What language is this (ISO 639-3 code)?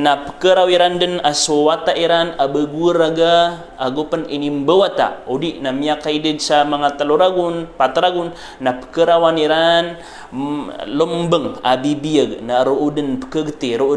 mrw